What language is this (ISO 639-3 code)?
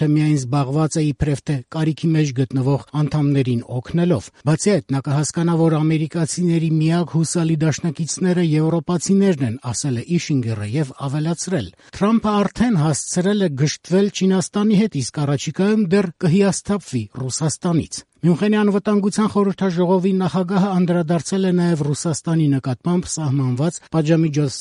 hye